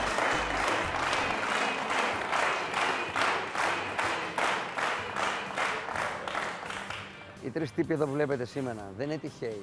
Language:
Greek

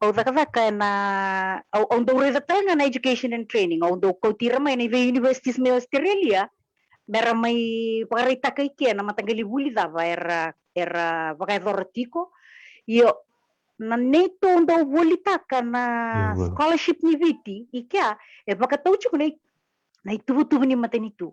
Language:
Fijian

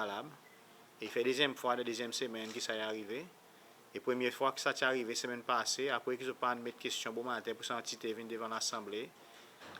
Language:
Seselwa Creole French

